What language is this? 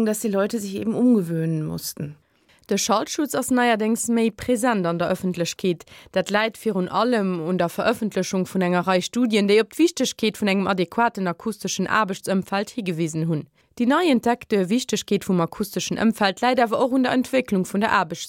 Luxembourgish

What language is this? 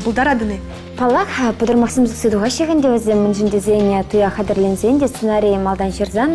Chuvash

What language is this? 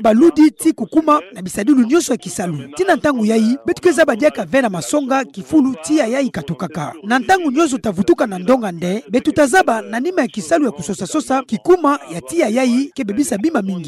Kituba (Democratic Republic of Congo)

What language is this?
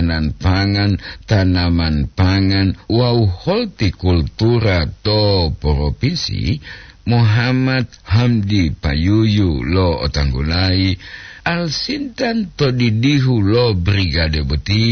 Gorontalo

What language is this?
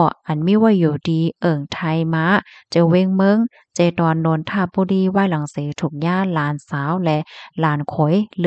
Shan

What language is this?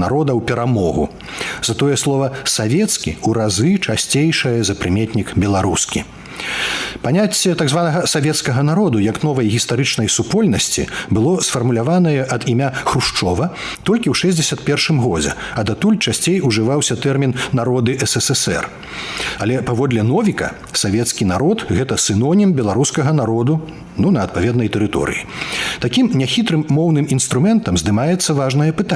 Belarusian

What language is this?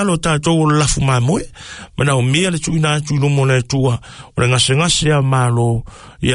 Samoan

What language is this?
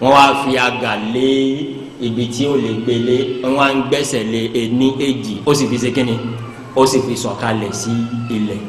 Yoruba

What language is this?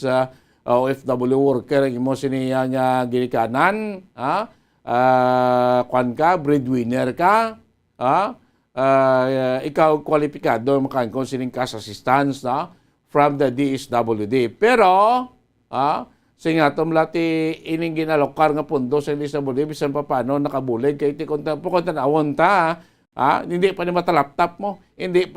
Hiligaynon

